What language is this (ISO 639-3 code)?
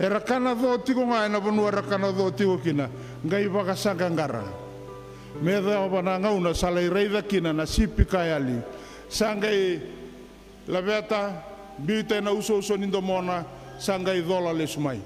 fij